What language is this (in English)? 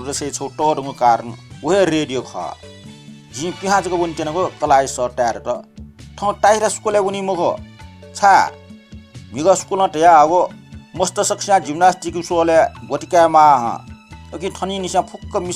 Newari